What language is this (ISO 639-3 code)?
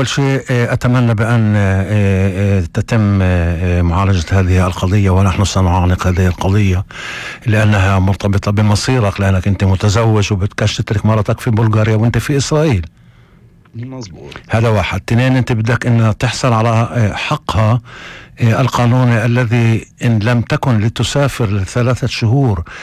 apc